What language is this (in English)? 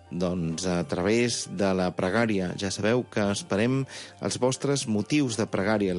Catalan